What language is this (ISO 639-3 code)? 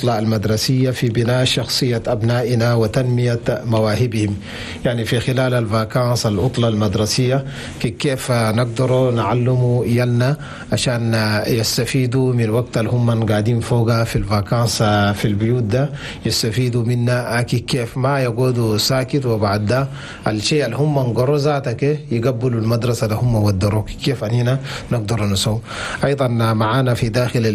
shu